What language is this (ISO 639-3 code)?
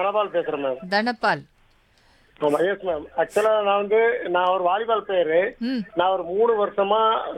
tam